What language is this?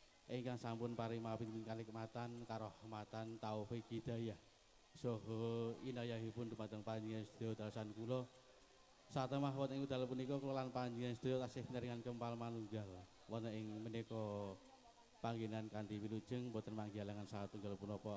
Javanese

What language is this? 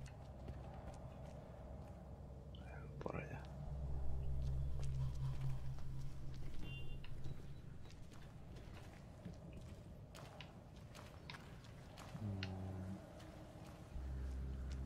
Spanish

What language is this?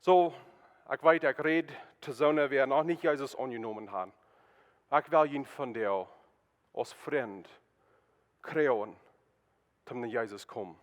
Plautdietsch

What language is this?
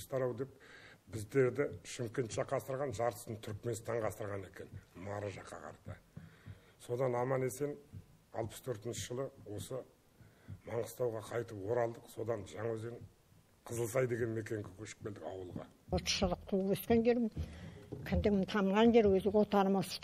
Kazakh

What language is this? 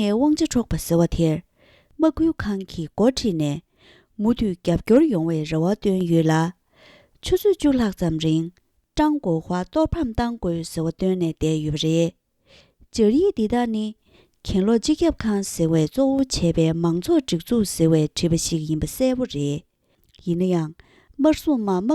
Tibetan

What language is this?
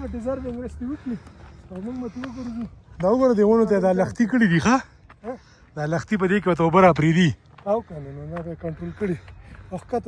Pashto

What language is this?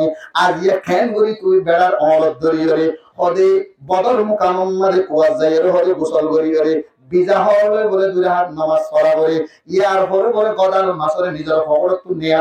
Rohingya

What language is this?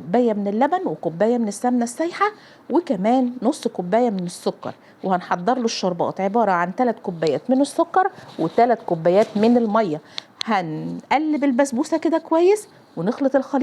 Egyptian Arabic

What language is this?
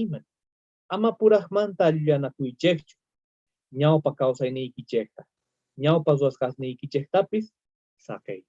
South Bolivian Quechua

